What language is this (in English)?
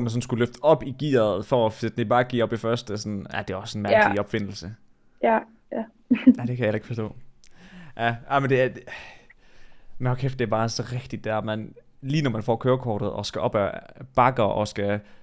Danish